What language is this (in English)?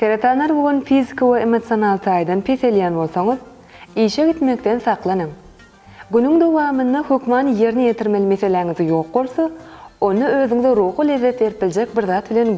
Turkmen